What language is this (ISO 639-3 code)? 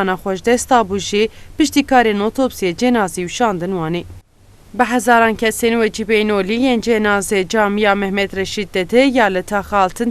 kur